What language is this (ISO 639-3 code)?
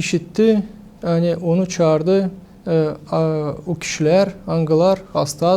gag